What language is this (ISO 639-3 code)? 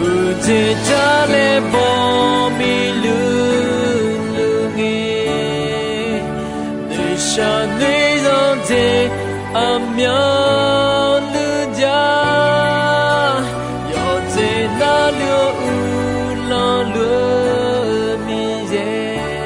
ahk